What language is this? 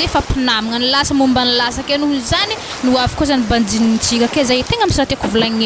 Malagasy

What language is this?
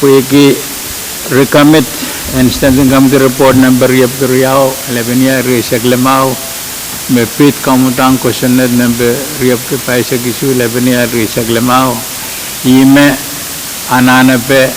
Pohnpeian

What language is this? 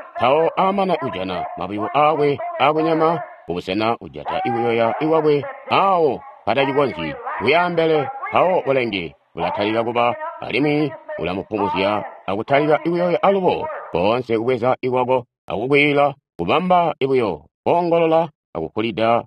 Tonga (Zambia)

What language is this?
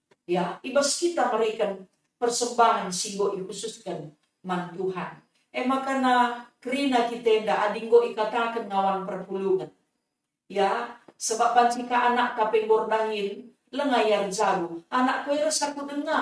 Batak Karo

